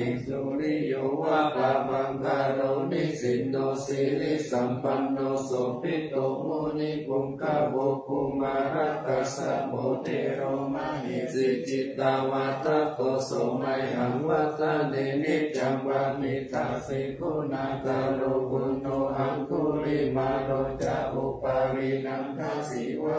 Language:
Pali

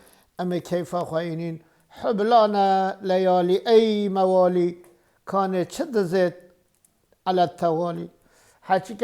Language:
Kurdish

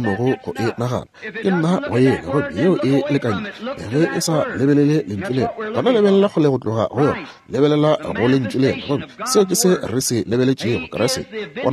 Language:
Northern Sotho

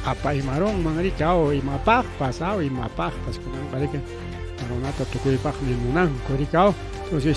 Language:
Ayacucho Quechua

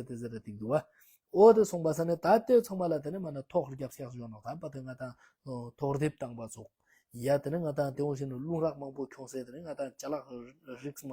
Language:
Ladakhi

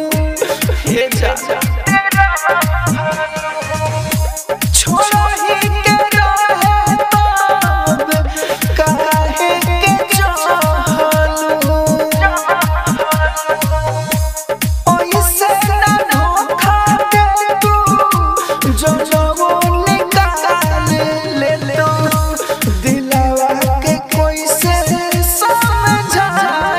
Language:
Bhojpuri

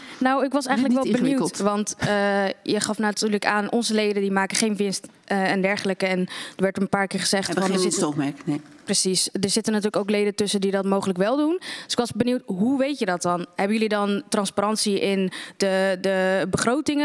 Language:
Dutch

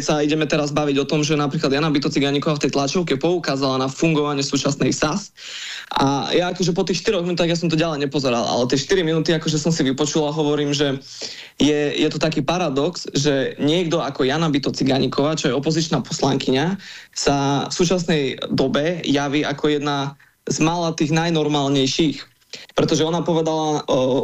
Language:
Slovak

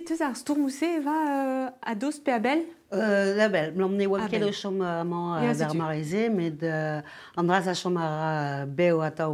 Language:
Breton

